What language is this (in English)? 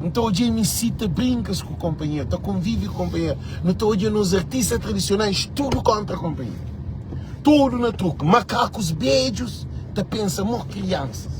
Kabuverdianu